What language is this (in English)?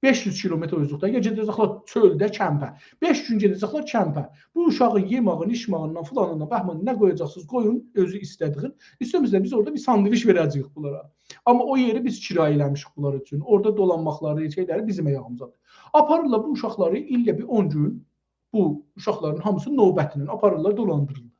South Azerbaijani